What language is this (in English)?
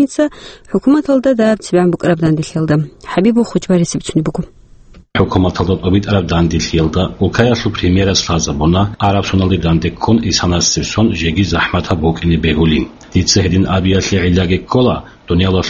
Avaric